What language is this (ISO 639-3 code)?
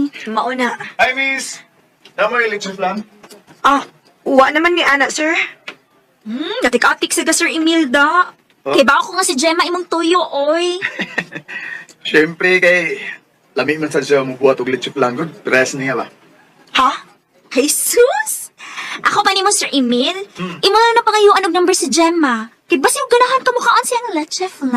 ceb